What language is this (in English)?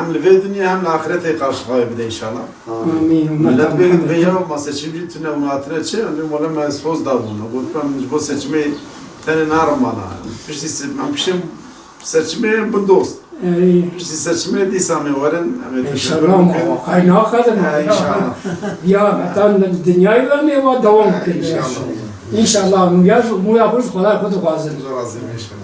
Kurdish